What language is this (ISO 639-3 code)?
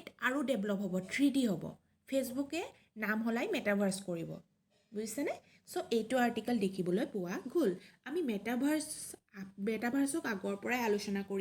asm